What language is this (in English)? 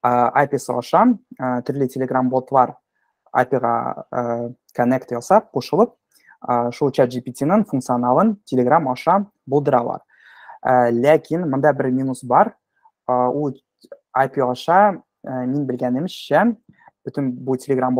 Tatar